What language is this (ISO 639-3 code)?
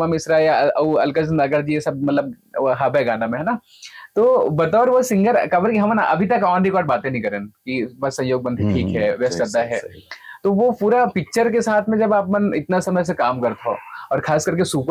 hne